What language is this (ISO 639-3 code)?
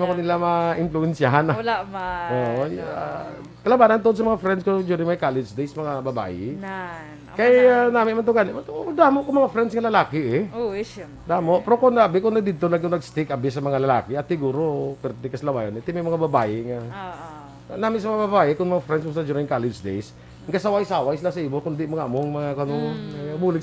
hil